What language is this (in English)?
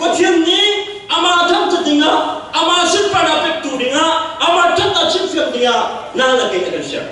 Hakha Chin